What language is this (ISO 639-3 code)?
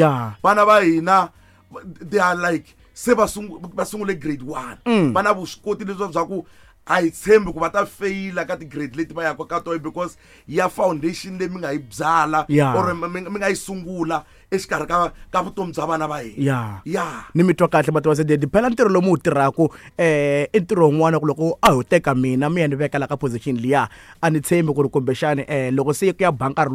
tso